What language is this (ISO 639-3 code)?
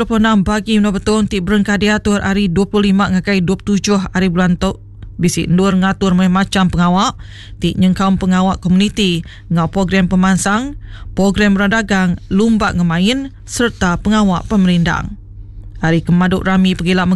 iba